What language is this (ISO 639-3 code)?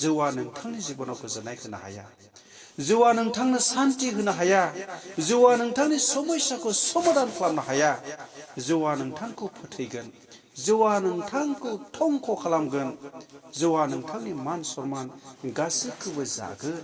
brx